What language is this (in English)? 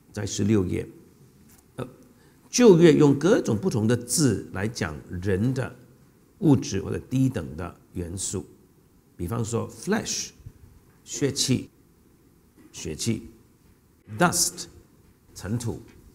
Chinese